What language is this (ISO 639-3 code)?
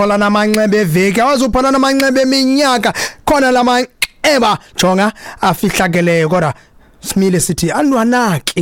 xho